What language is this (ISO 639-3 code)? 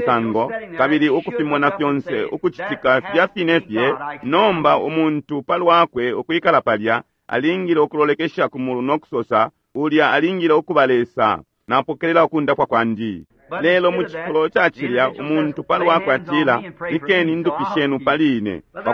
bem